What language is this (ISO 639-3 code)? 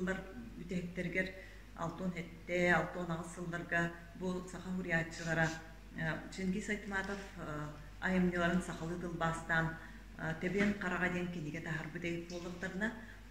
sah